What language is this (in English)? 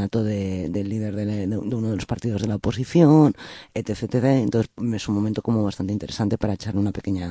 Spanish